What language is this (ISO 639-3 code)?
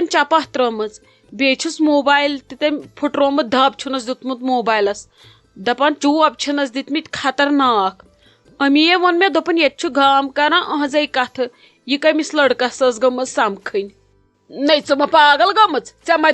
kas